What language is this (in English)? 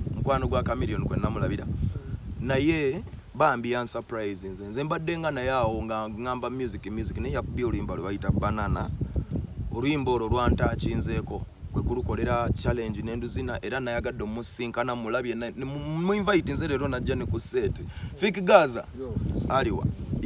Ganda